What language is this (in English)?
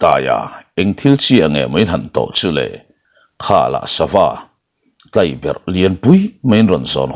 Mizo